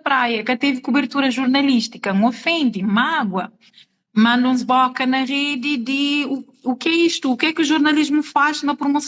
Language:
Kabuverdianu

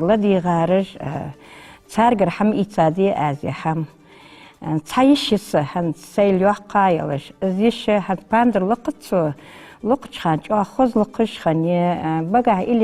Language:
Ingush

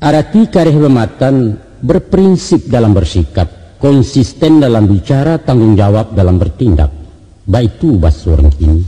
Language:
Minangkabau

